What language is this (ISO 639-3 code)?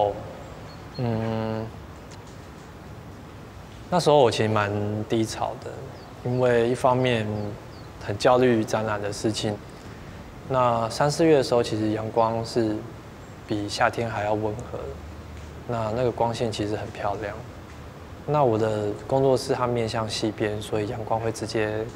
zho